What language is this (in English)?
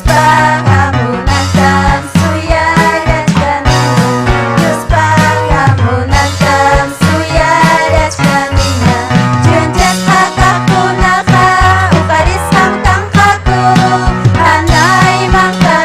Ayacucho Quechua